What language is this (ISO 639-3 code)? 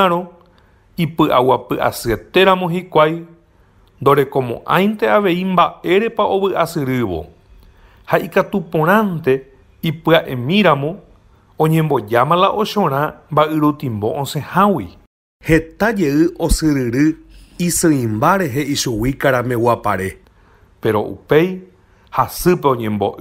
grn